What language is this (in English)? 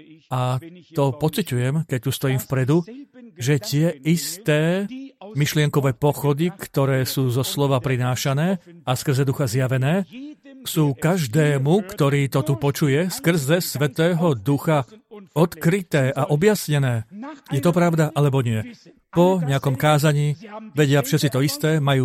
Slovak